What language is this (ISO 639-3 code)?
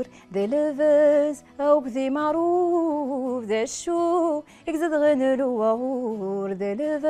arq